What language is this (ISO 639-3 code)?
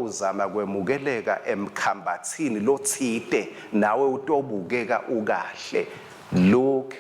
ssw